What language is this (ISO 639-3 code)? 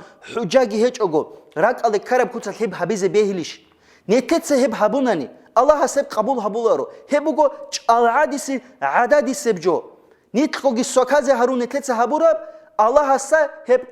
ava